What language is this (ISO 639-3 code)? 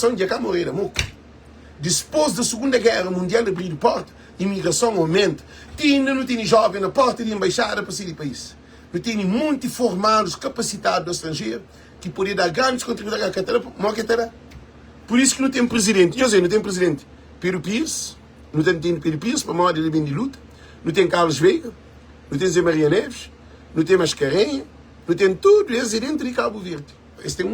kea